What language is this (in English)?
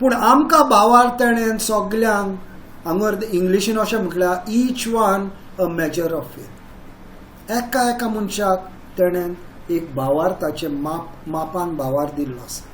Konkani